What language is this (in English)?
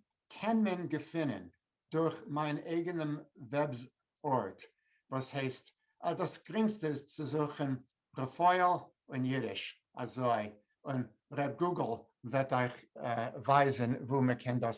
Yiddish